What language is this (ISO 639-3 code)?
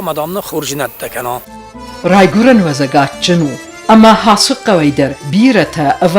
oss